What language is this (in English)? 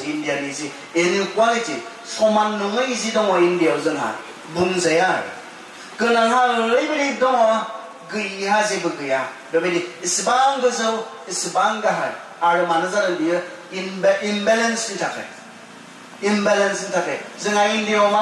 Bodo